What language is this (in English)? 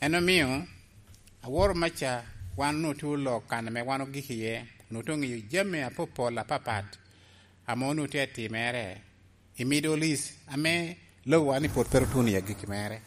Lango (Uganda)